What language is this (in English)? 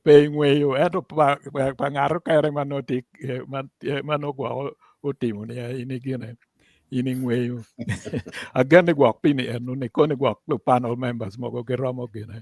Acoli